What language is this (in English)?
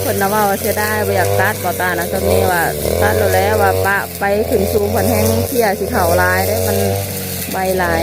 Northeastern Thai